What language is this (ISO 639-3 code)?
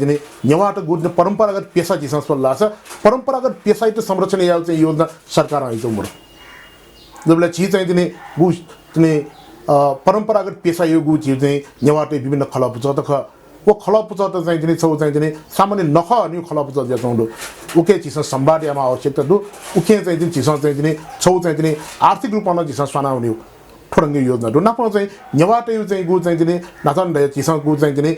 new